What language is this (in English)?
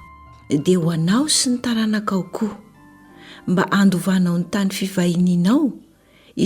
Malagasy